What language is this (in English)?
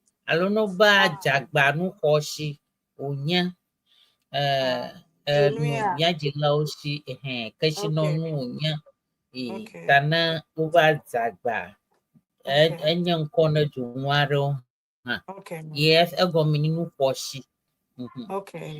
Ewe